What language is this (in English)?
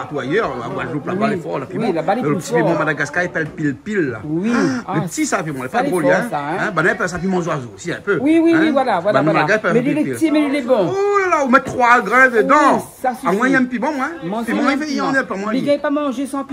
Réunion Creole French